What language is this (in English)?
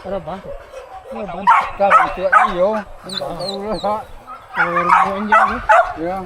Minangkabau